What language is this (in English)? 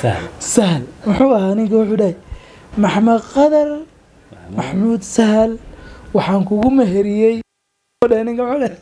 Somali